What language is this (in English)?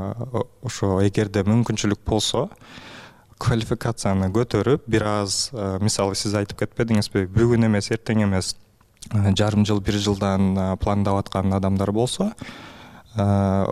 Kyrgyz